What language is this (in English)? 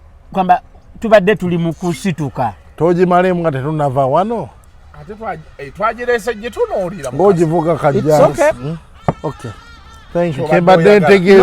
Ganda